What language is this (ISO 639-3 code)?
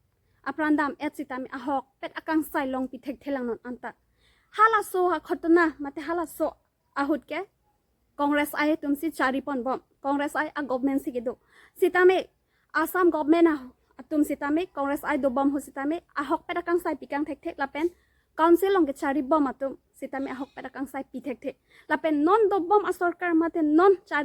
mjw